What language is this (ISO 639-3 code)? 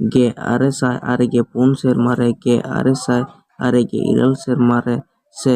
sat